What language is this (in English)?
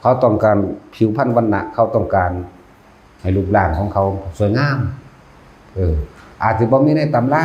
Northeastern Thai